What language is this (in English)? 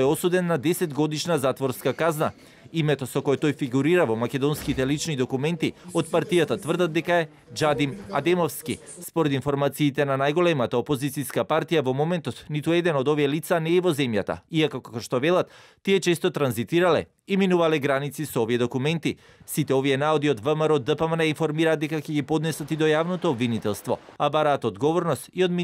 Macedonian